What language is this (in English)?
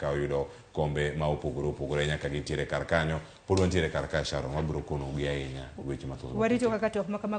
Luo (Kenya and Tanzania)